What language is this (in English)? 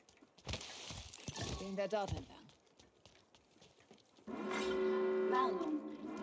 German